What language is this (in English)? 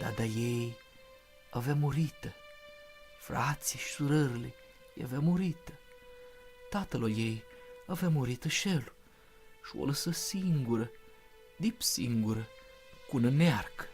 Aromanian